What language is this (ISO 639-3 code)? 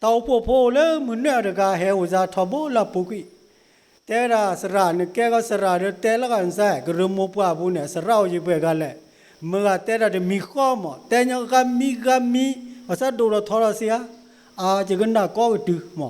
ksw